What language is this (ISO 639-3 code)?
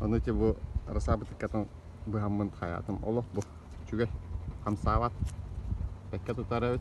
sah